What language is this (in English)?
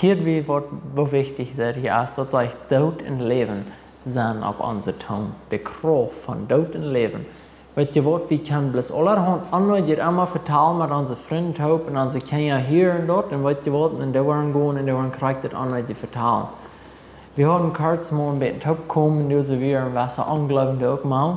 Plautdietsch